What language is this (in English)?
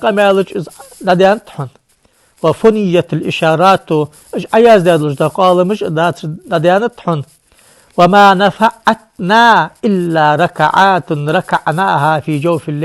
Ingush